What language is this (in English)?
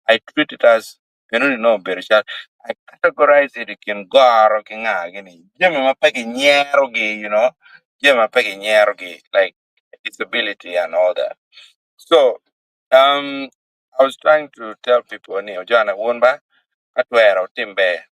Acoli